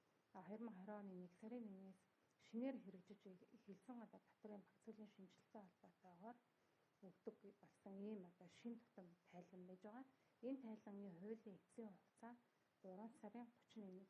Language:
Mongolian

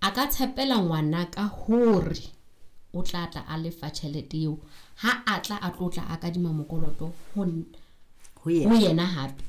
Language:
Southern Sotho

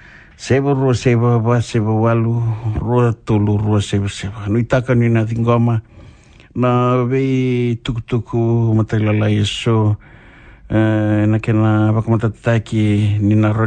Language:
Fijian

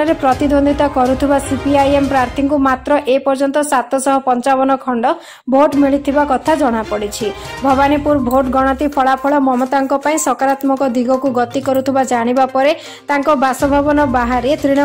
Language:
Odia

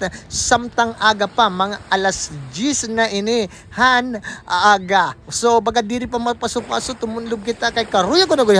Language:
Waray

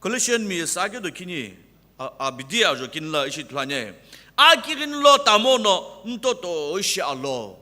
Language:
Sumi Naga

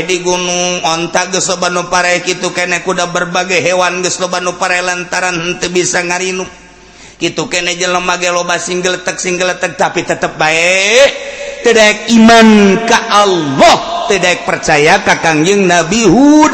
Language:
Sundanese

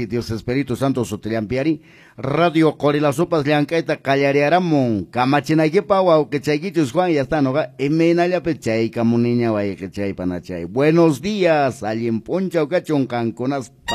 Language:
Quechua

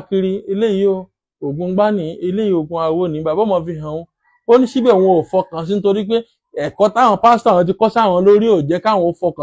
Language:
Yoruba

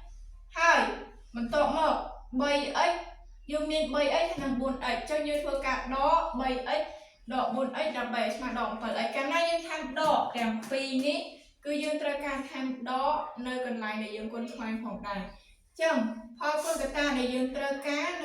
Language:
Khmer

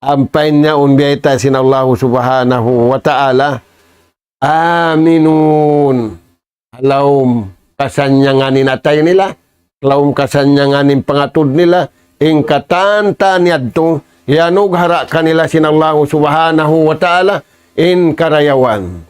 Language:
Tausug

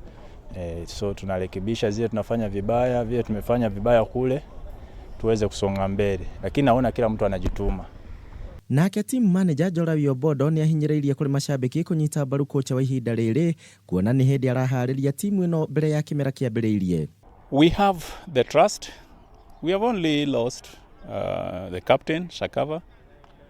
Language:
Kikuyu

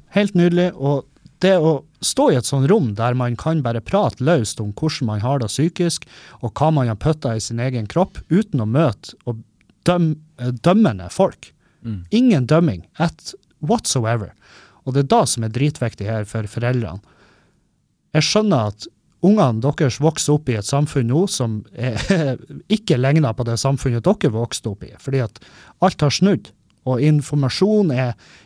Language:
Norwegian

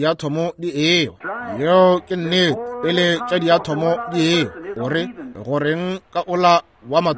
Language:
Northern Sotho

